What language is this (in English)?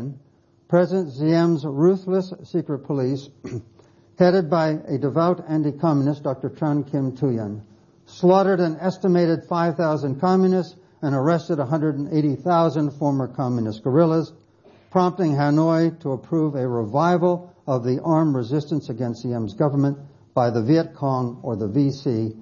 English